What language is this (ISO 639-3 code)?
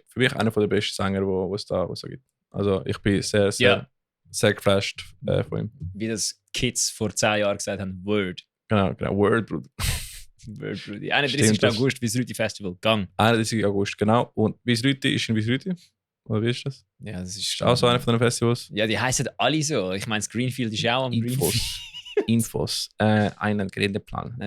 gsw